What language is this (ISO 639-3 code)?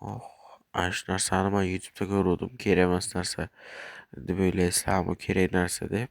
uzb